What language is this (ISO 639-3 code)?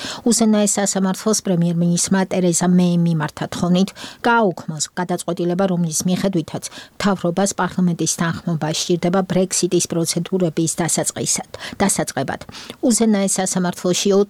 kat